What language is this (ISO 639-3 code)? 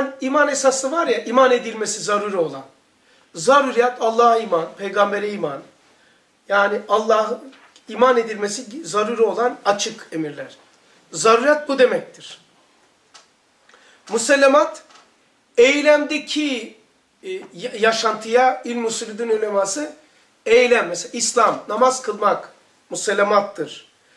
tur